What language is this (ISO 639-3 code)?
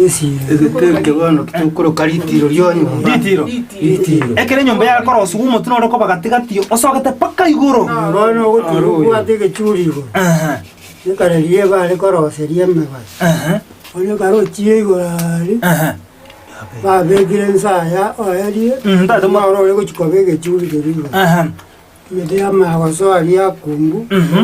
guz